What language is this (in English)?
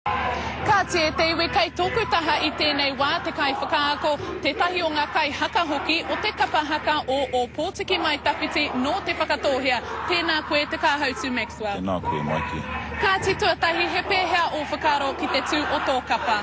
Māori